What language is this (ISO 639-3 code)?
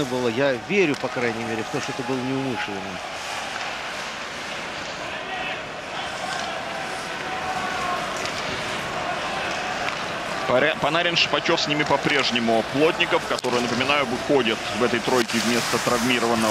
rus